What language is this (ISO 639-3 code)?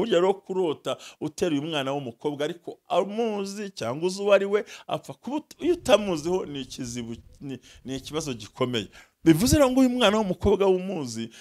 kin